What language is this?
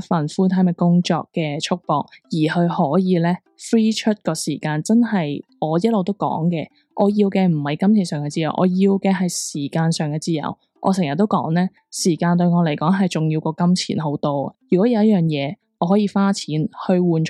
Cantonese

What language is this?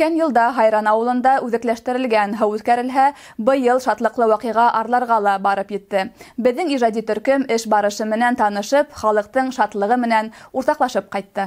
Bashkir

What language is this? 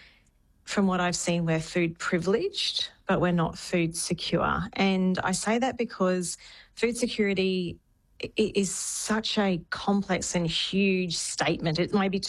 English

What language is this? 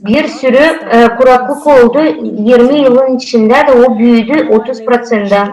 Gagauz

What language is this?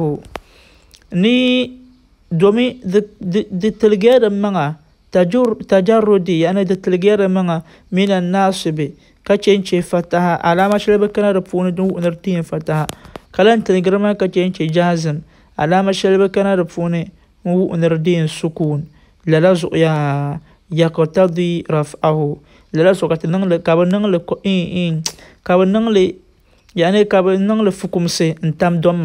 Dagbani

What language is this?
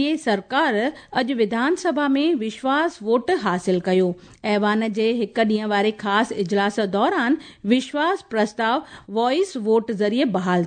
Sindhi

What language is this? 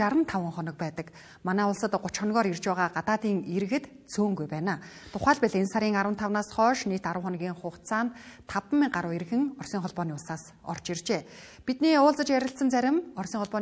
Mongolian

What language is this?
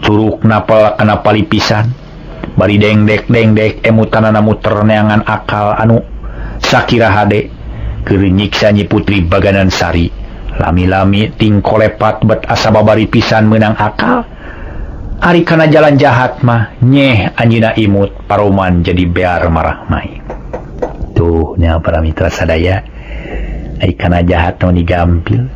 Sundanese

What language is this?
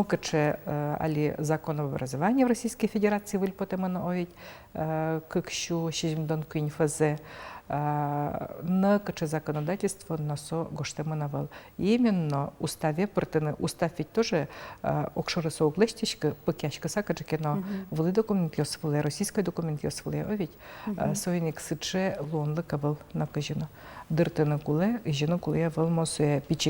Udmurt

